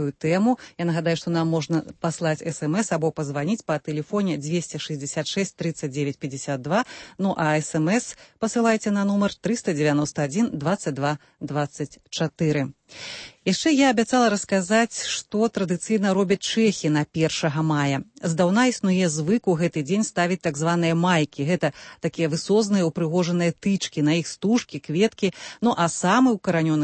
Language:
Belarusian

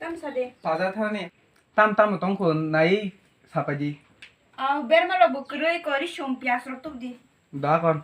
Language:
Kok Borok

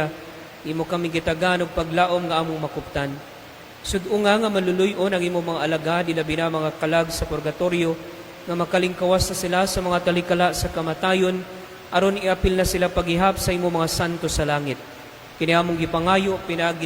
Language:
Cebuano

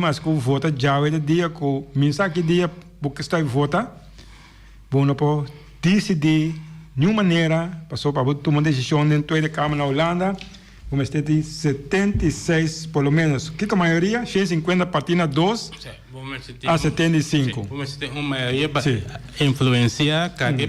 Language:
Papiamento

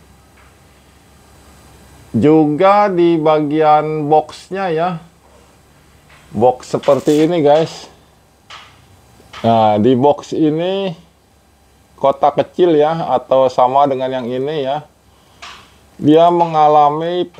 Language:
Indonesian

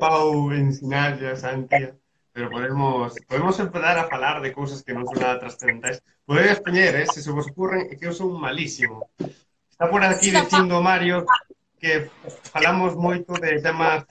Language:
Galician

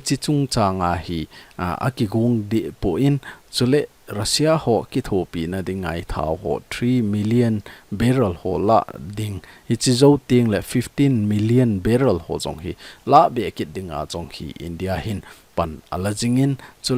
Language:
Thado Chin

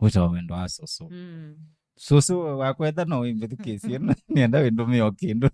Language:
Kamba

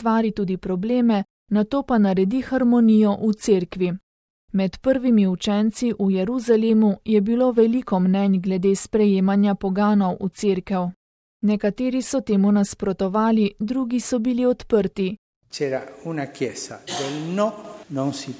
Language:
Slovenian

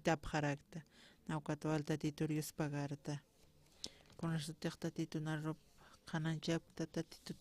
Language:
Aymara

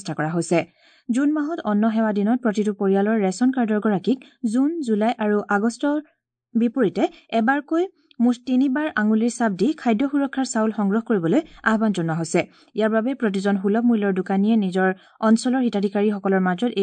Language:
Assamese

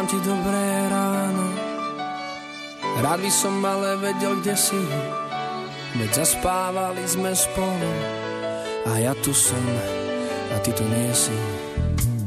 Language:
Slovak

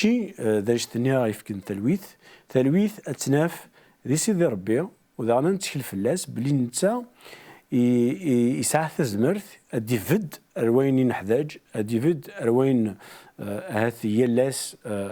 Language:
Kabyle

